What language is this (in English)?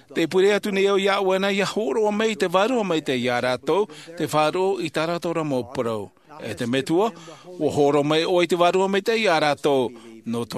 Tahitian